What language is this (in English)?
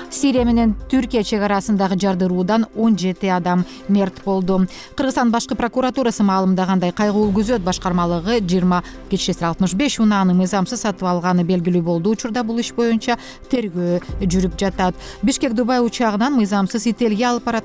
Kyrgyz